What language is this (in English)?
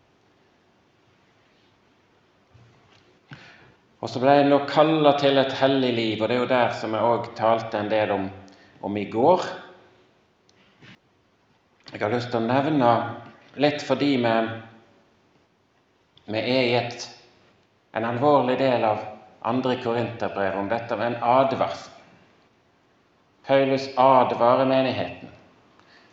Norwegian